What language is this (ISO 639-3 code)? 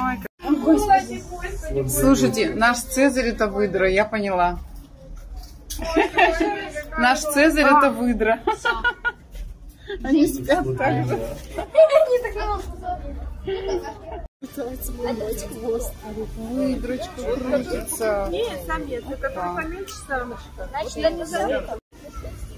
rus